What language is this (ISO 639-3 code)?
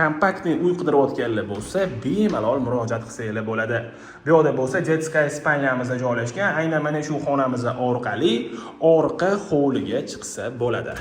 uzb